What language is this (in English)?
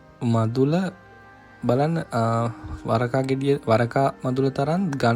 Sinhala